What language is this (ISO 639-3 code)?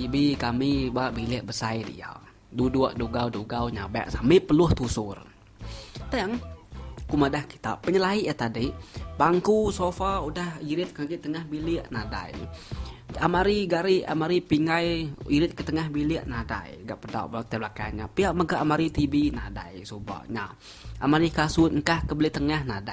iba